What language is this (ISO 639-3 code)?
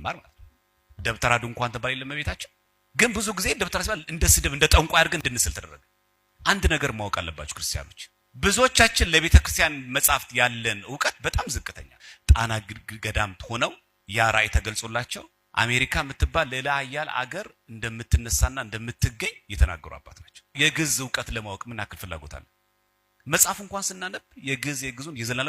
amh